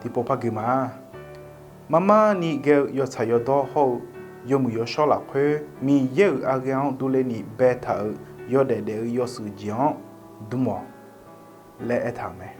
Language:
Akha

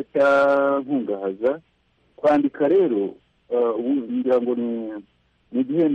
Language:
Kinyarwanda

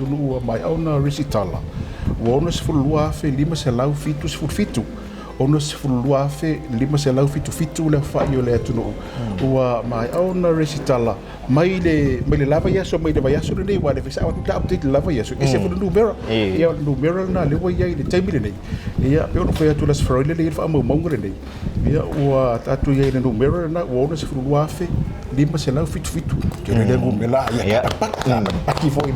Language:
Samoan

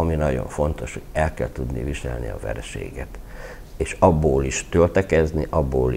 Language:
Hungarian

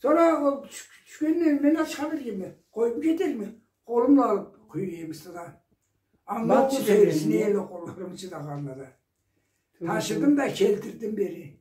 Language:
Karachay-Balkar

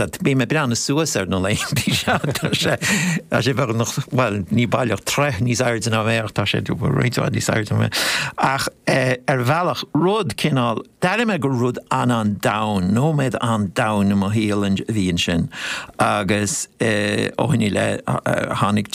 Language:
Irish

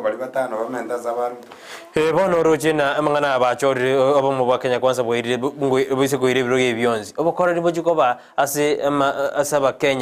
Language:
Gusii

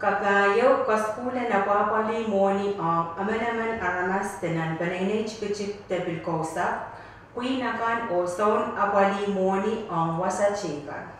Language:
Pohnpeian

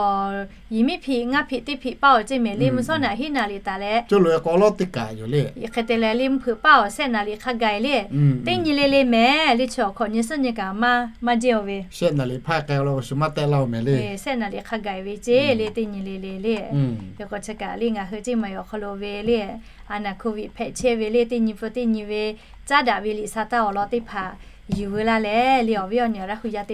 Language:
Lahu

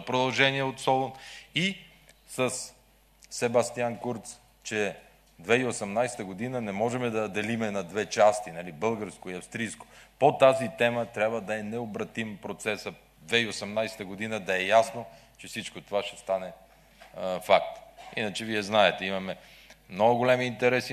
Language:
Bulgarian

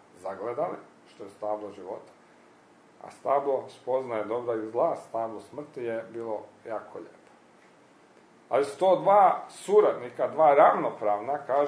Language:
Croatian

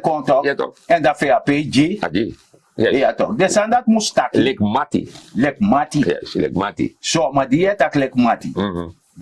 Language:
Sranan Tongo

